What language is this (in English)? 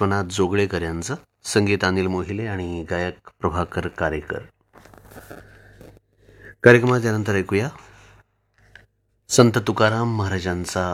Marathi